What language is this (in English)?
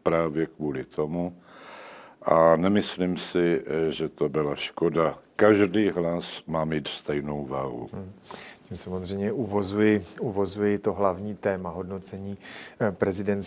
Czech